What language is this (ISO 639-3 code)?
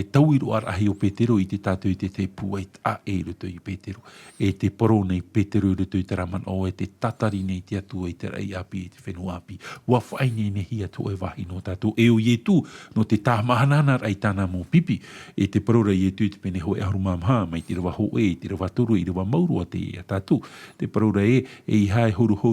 tah